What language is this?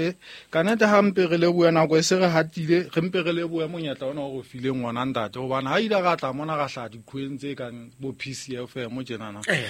Southern Sotho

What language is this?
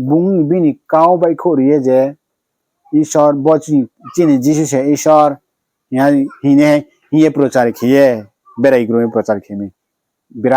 Riang (India)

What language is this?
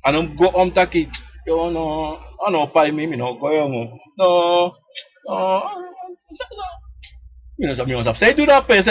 Sranan Tongo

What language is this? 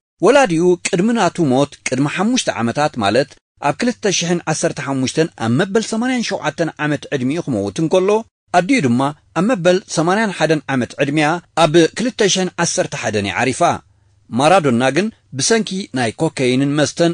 Tigrinya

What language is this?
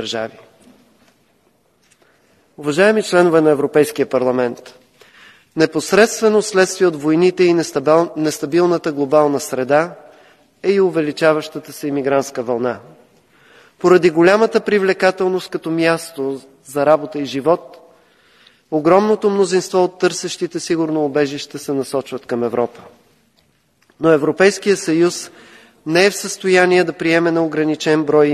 Bulgarian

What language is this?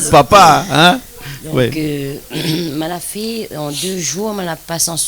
Réunion Creole French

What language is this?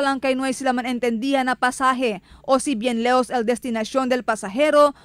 Chavacano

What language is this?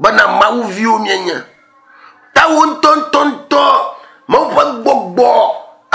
Ewe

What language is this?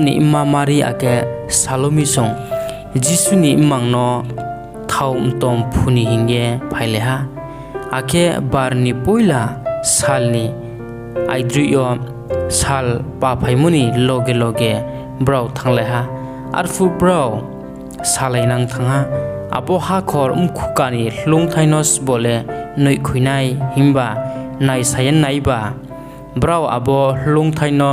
Riang (India)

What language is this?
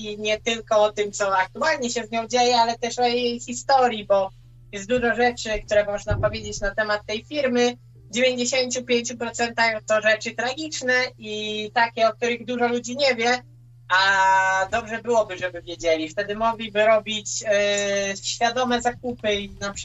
Polish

